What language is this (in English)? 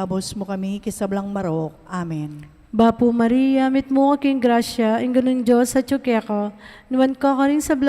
Pampanga